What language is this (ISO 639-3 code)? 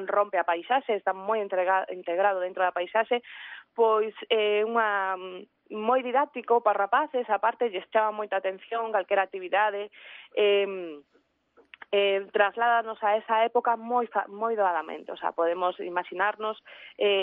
glg